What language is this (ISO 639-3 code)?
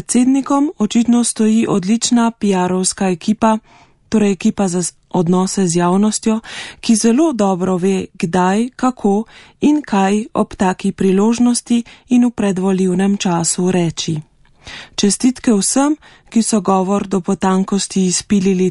slv